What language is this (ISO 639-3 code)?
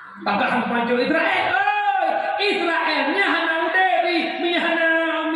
ace